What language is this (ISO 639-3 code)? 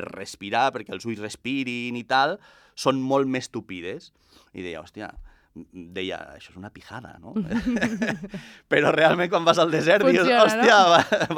cat